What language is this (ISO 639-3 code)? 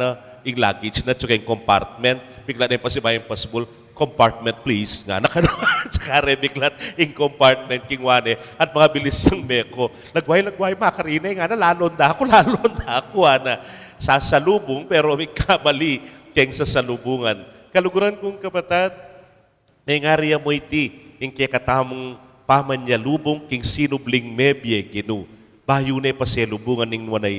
pam